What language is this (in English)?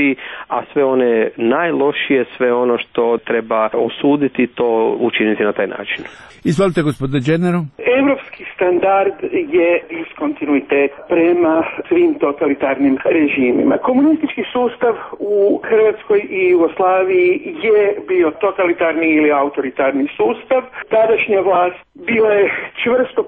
Serbian